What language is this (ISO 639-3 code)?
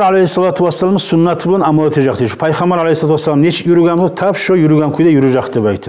kum